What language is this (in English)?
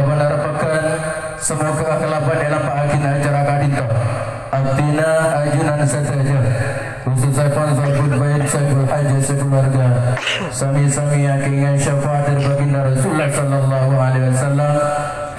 Madurese